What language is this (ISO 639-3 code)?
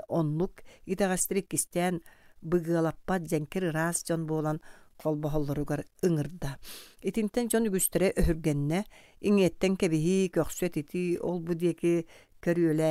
sah